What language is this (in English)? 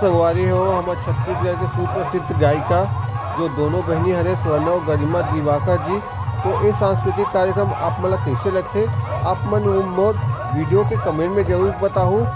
Chhattisgarhi